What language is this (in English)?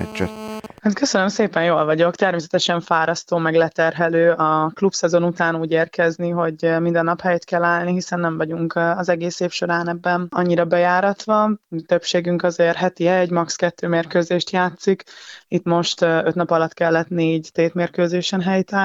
Hungarian